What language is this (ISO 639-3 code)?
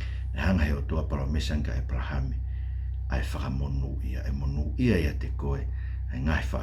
ton